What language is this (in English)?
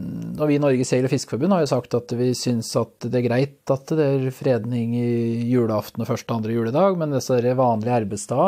Norwegian